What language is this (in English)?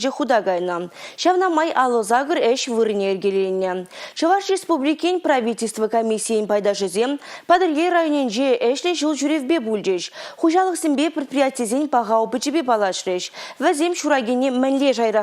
Chuvash